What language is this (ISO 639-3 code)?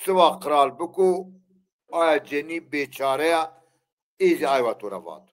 zza